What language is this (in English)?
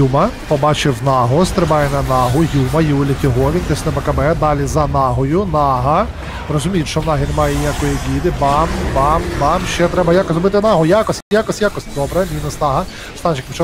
Ukrainian